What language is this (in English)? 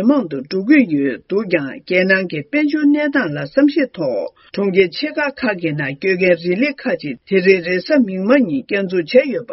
Tibetan